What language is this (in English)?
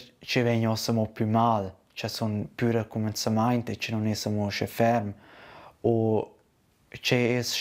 Romansh